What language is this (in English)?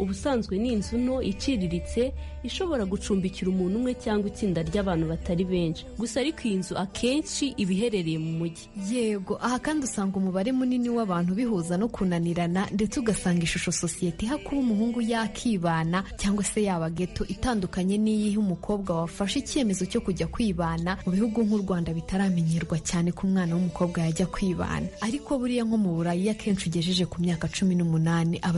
Kinyarwanda